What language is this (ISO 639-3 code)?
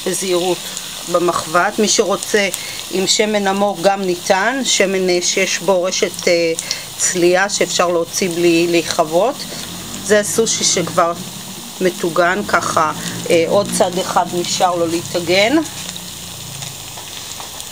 heb